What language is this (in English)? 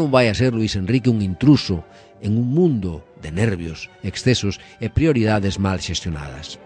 Galician